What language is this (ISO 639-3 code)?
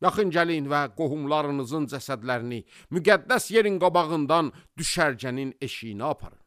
aze